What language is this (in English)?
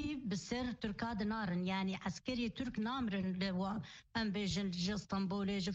Kurdish